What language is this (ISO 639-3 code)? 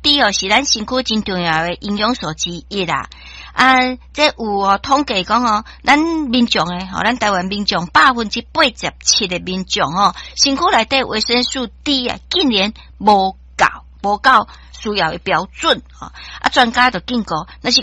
nan